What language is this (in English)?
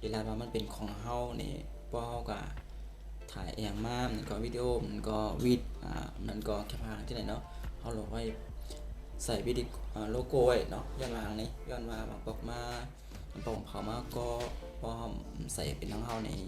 Shan